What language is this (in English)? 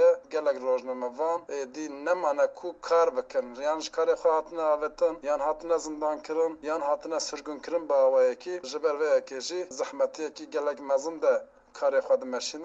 Kurdish